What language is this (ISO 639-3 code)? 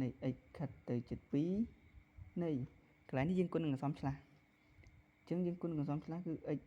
khm